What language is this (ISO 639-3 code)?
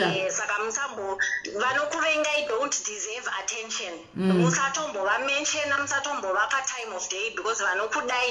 sna